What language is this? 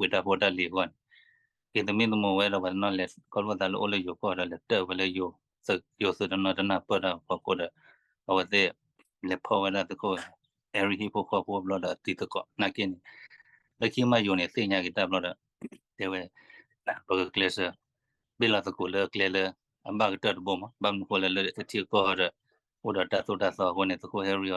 S'gaw Karen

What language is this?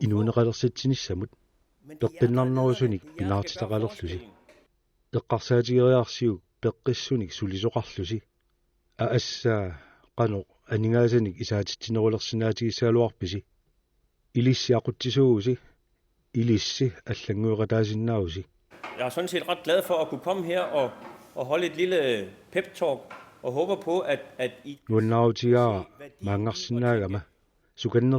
Kalaallisut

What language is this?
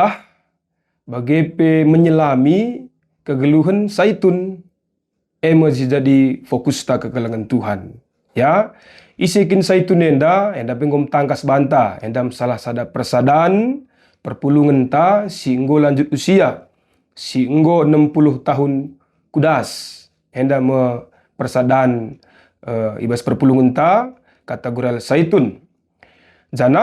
Batak Karo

